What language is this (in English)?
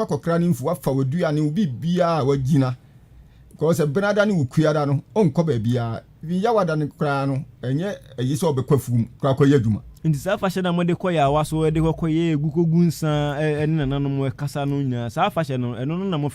Akan